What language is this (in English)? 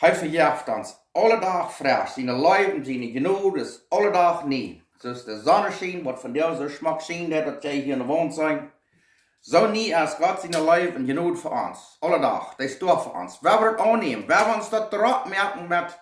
Plautdietsch